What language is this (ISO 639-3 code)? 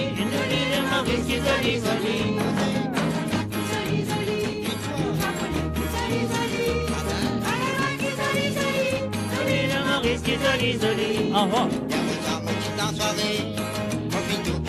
mfe